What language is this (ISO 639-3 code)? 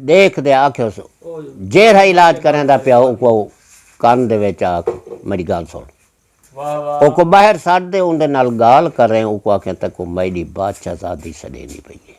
skr